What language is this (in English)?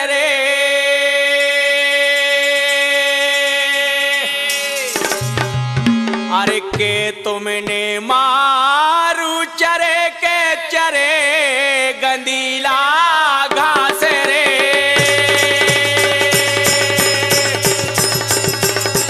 Bundeli